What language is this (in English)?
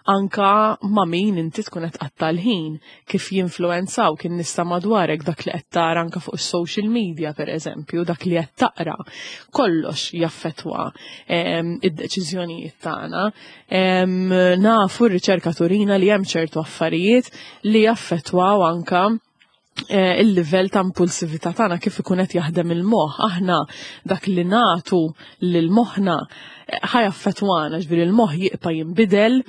Maltese